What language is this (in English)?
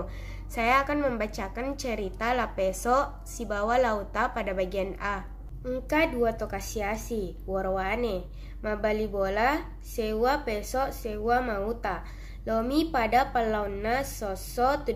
Buginese